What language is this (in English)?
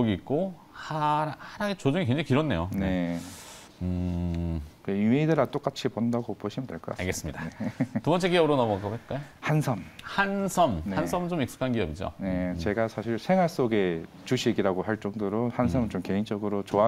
Korean